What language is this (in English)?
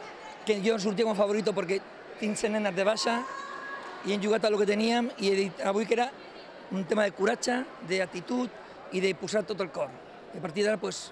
Catalan